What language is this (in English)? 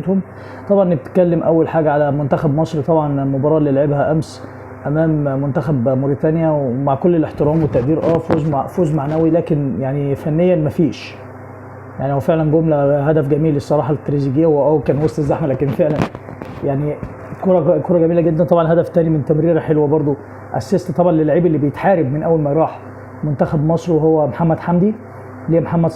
Egyptian Arabic